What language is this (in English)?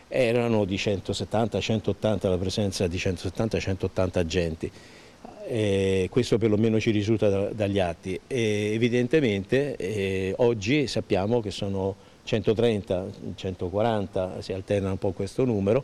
Italian